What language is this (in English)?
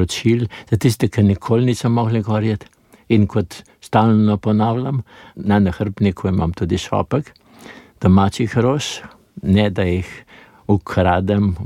Slovenian